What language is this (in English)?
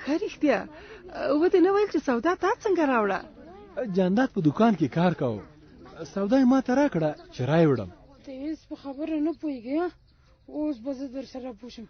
Pashto